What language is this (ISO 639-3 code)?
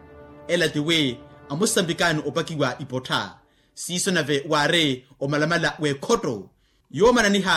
vmw